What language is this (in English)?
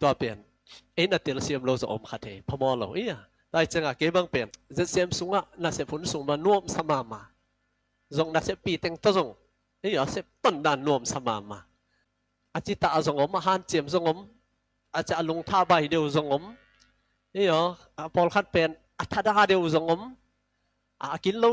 Tedim Chin